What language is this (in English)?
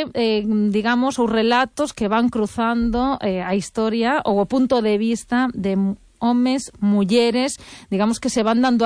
Galician